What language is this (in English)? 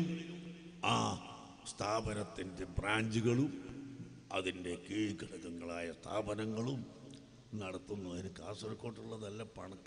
Malayalam